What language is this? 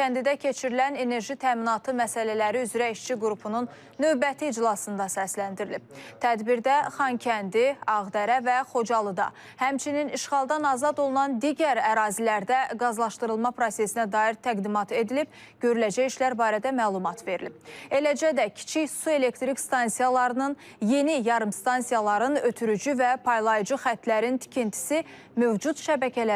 Azerbaijani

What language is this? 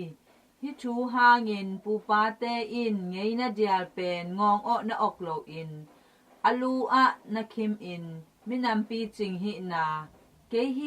Tedim Chin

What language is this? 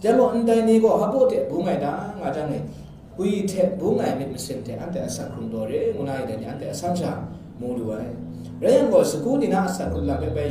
Kachin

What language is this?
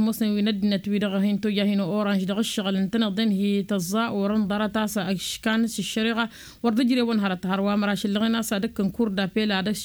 Tamasheq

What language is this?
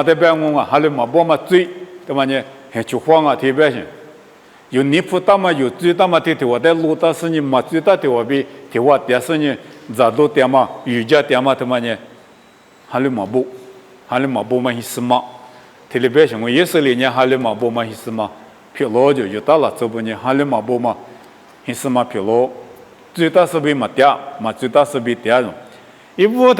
Lisu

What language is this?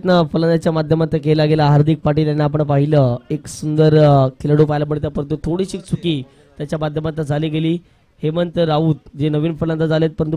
Marathi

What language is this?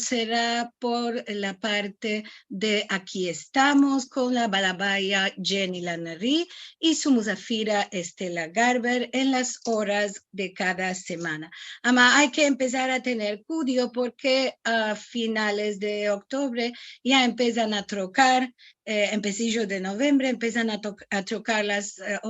Ladino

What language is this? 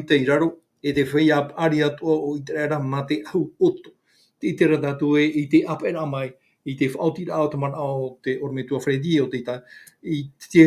Tahitian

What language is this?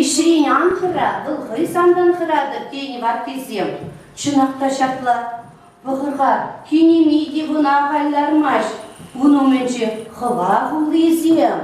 Chuvash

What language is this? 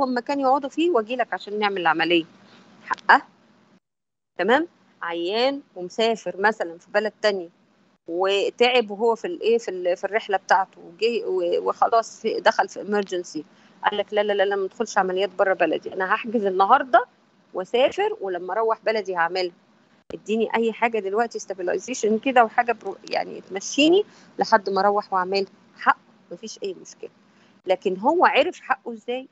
Egyptian Arabic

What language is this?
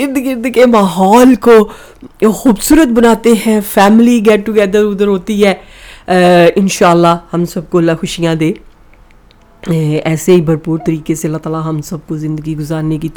Urdu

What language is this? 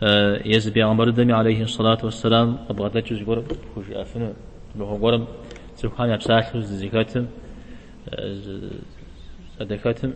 Kabardian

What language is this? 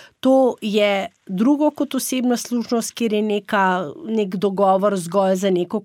Slovenian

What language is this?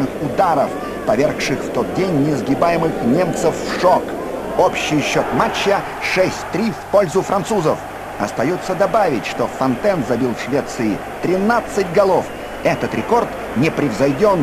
Russian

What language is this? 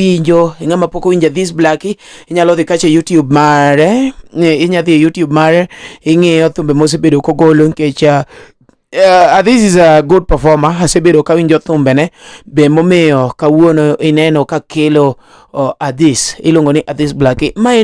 Luo (Kenya and Tanzania)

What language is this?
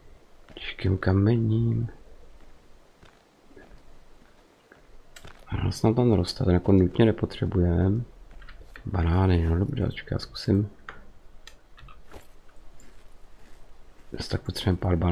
Czech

